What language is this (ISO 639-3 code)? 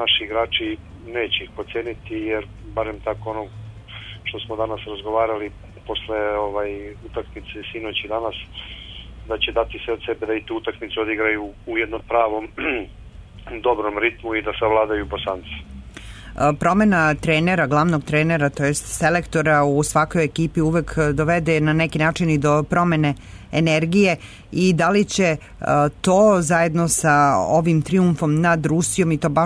srp